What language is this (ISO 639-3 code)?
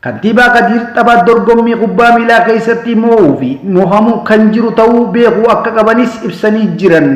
orm